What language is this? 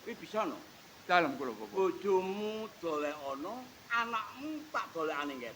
Javanese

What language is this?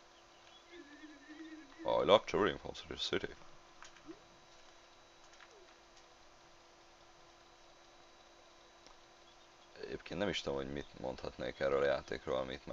Hungarian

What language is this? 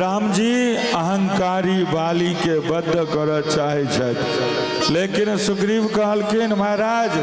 Maithili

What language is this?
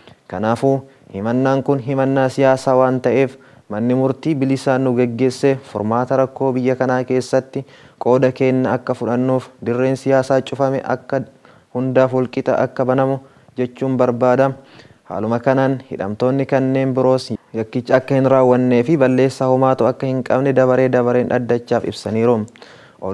Oromo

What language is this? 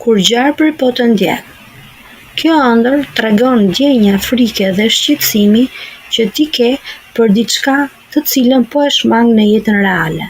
Albanian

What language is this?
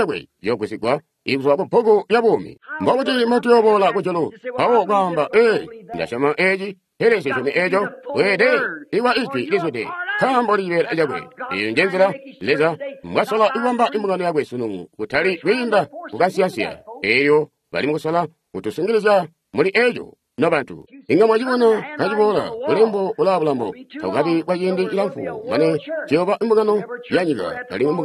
Tonga (Zambia)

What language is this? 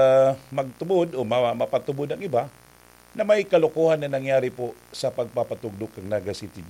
Bikol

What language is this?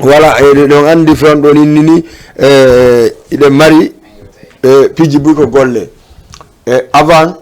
Fula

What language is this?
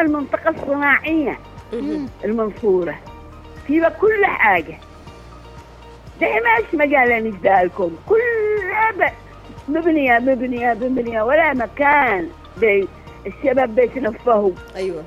Ta'izzi-Adeni Arabic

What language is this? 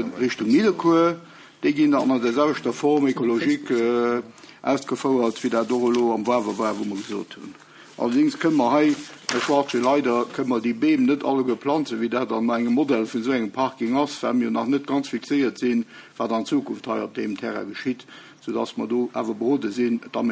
Luxembourgish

